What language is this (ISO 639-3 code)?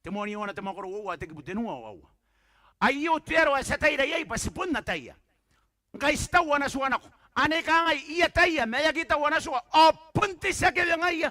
gil